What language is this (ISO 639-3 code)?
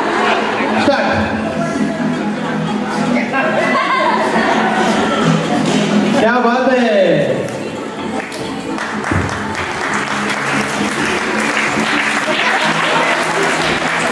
mar